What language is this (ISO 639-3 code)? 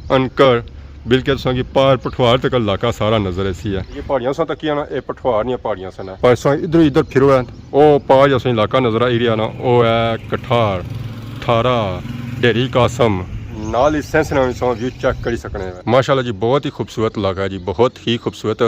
phr